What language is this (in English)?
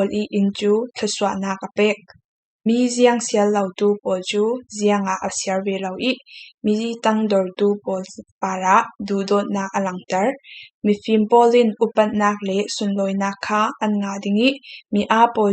Falam Chin